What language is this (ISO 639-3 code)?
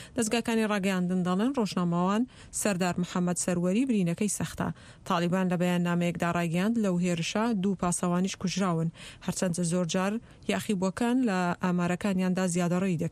ckb